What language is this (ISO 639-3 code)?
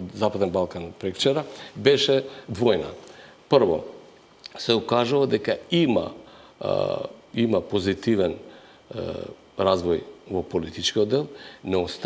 mkd